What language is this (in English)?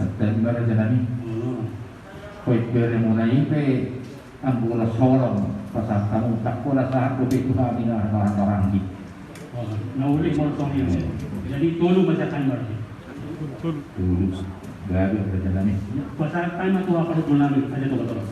Batak Toba